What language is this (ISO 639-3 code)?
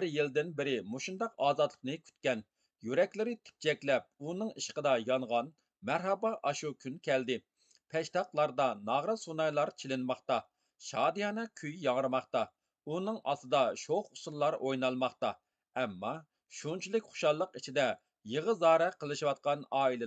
uig